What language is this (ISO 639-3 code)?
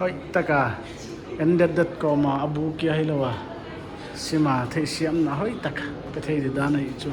pck